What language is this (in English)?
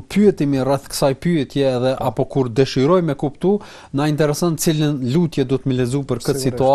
Albanian